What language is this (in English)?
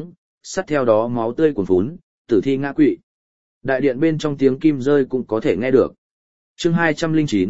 Vietnamese